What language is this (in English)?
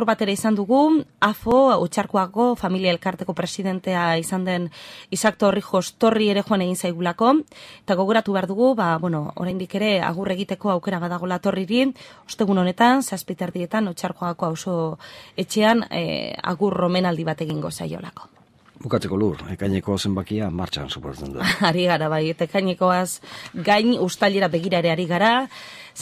Basque